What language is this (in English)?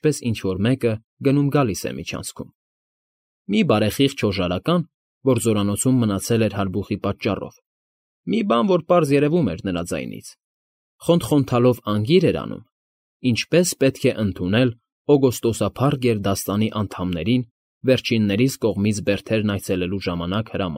Armenian